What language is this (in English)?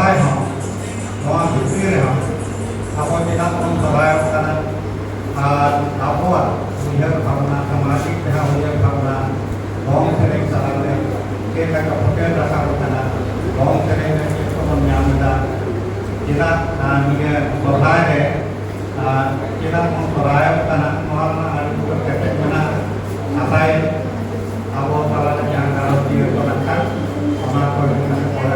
Santali